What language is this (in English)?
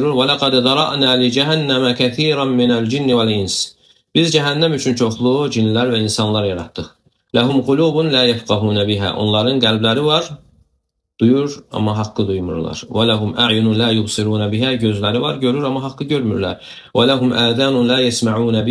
Azerbaijani